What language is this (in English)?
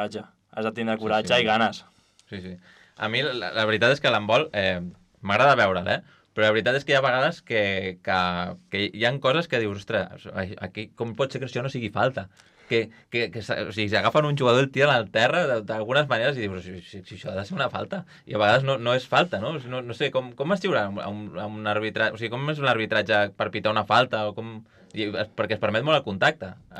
Catalan